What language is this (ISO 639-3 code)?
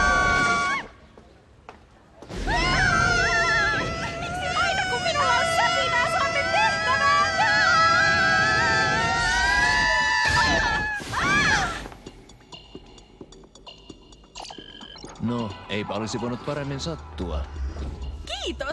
fin